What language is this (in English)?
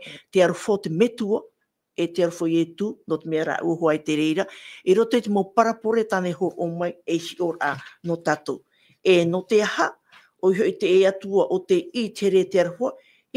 Tahitian